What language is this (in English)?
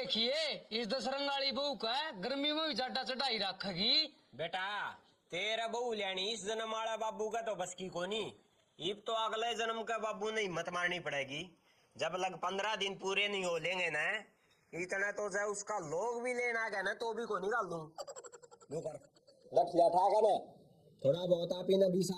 Haryanvi